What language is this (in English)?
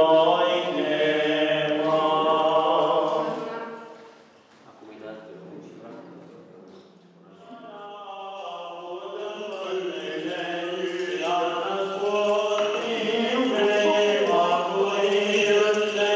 Romanian